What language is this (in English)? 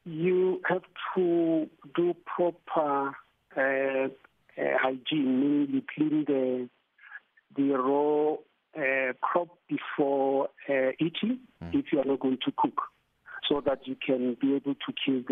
English